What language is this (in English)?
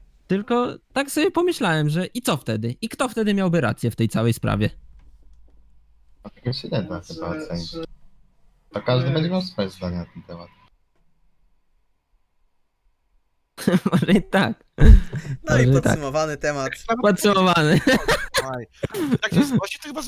Polish